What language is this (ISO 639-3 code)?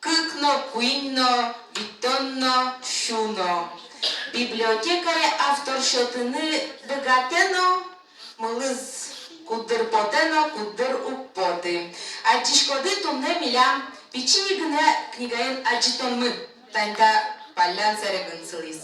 udm